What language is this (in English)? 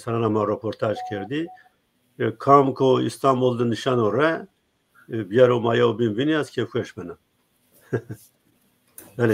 Zaza